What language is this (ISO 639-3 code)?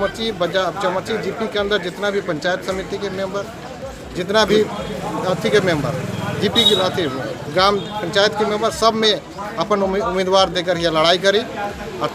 sck